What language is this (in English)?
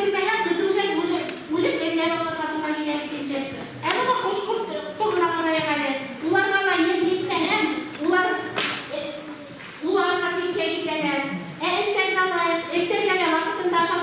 Bashkir